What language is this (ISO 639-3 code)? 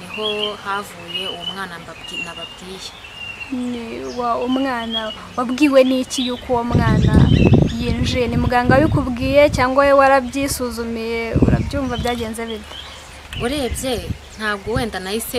kin